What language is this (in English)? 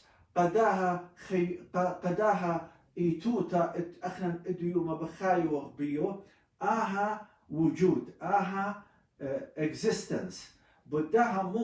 Assyrian Neo-Aramaic